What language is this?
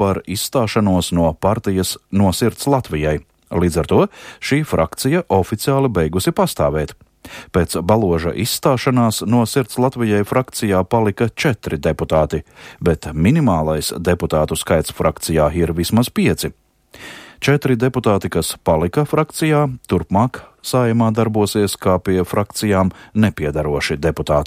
Latvian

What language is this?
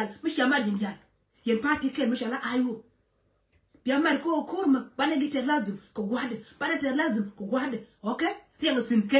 Nuer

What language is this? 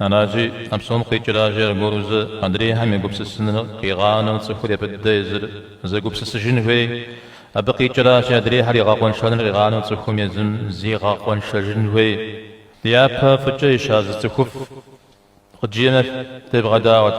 Kabardian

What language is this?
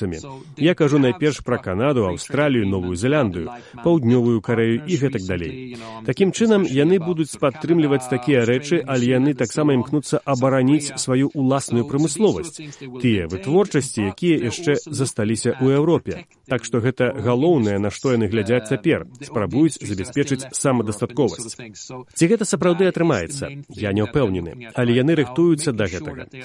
Belarusian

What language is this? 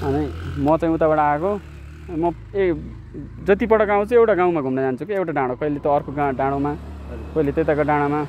Nepali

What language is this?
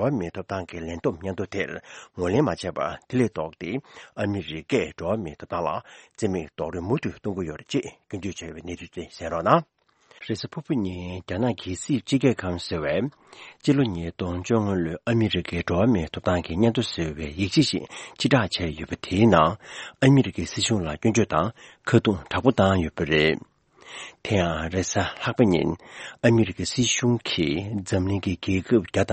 Tibetan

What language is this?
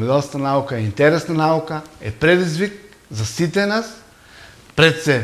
Macedonian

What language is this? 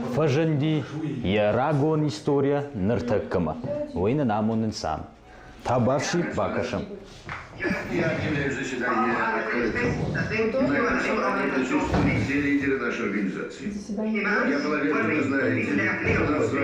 Ossetic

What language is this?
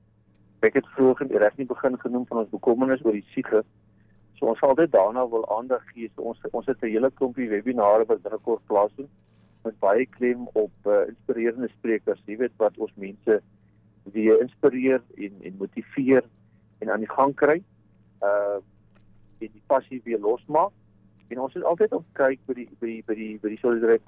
Afrikaans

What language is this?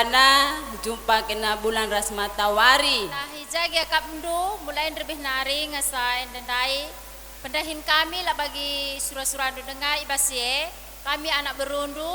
Batak Karo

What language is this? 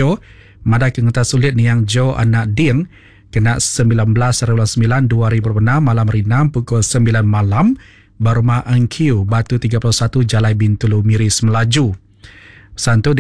Iban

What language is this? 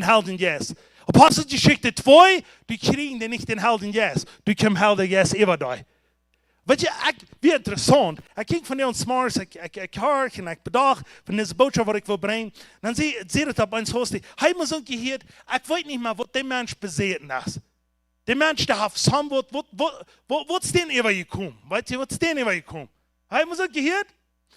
Plautdietsch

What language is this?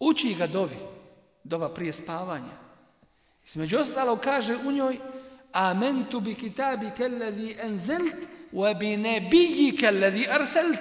Bosnian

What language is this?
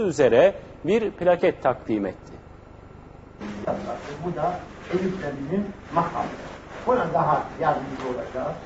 Turkish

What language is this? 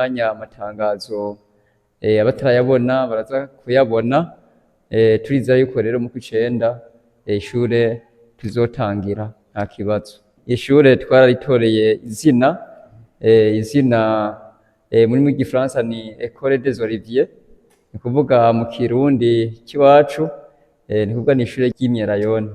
Rundi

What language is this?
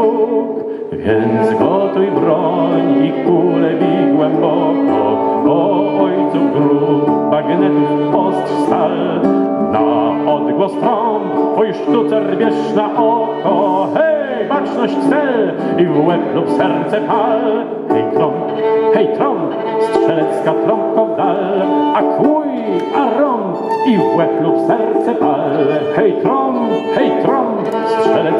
Polish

